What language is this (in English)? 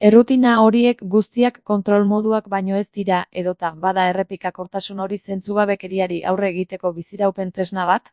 Basque